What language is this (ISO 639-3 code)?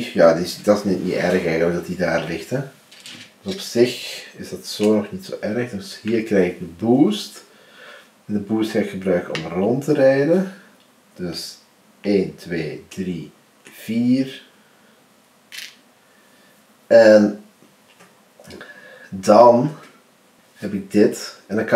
nld